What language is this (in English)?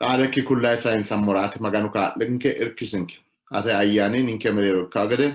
Sidamo